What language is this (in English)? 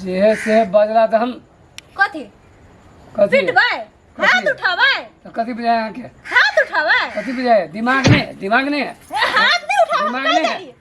Maithili